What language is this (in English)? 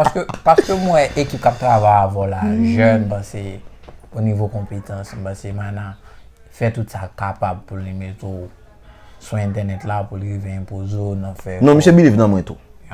Haitian Creole